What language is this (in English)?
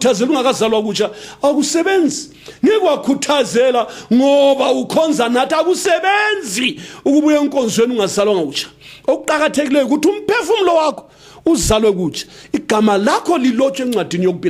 North Ndebele